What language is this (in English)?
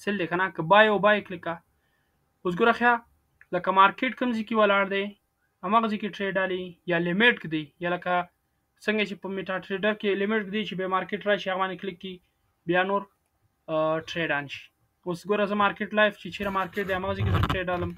Pashto